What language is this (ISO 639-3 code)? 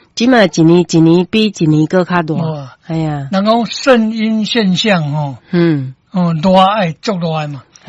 nan